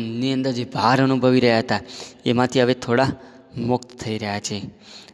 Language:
Gujarati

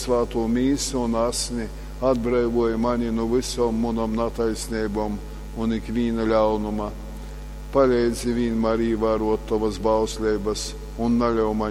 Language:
Latgalian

